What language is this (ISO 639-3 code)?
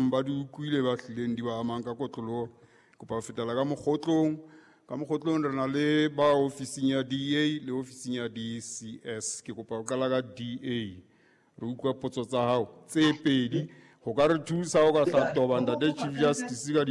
sot